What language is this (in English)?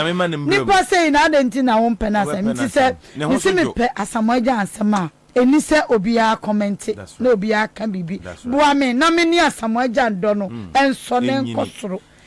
Akan